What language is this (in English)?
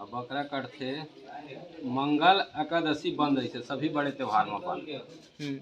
Chhattisgarhi